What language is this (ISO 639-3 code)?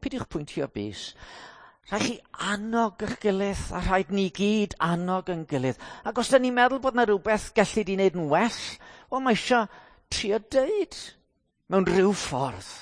cym